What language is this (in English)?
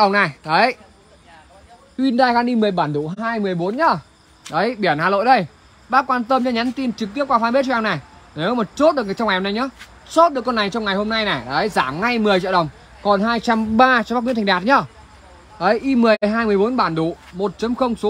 Vietnamese